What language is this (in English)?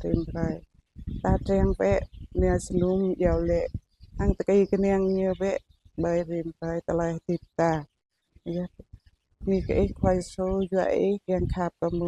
Jarai